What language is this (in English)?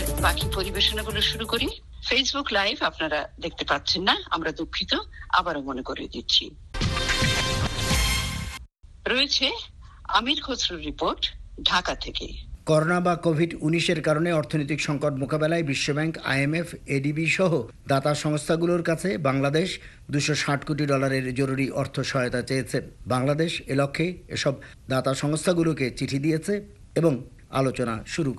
Bangla